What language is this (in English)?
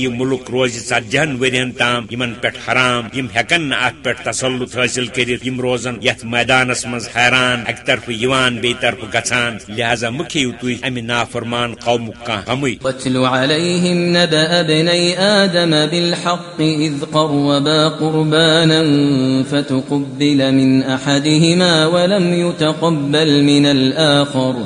Kashmiri